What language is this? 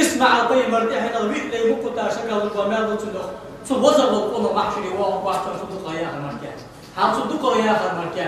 Ingush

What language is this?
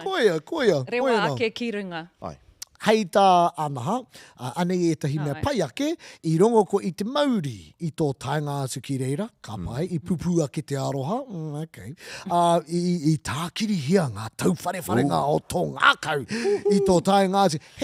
Māori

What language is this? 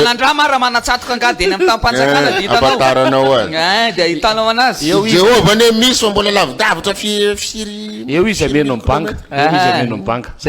Malagasy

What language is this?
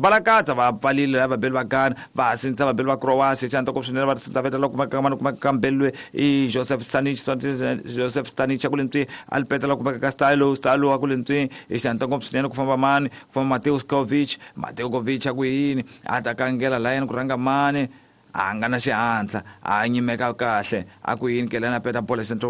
Tsonga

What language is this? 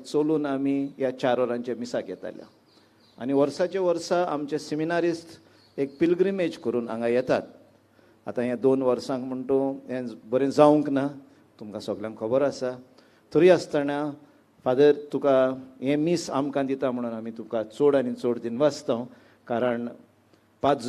Konkani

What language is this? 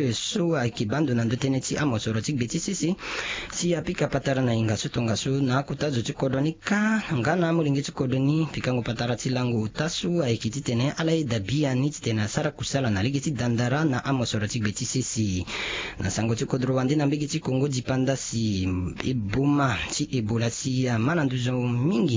Sango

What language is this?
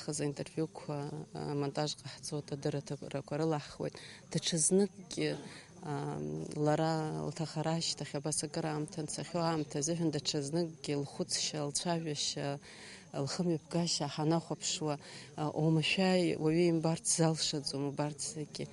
Abkhazian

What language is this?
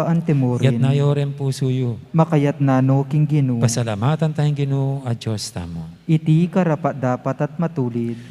Pampanga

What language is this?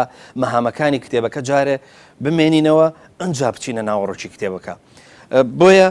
Central Kurdish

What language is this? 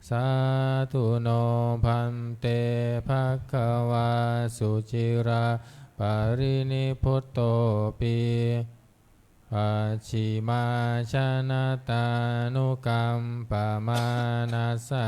Pali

